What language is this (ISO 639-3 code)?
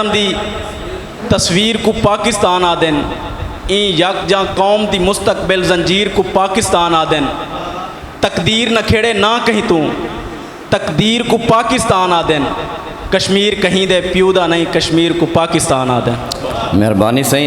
skr